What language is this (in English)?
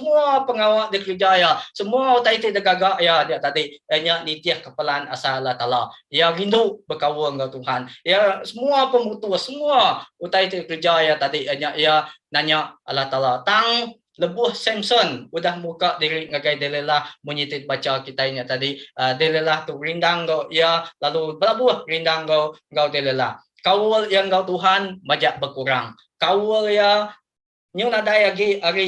Iban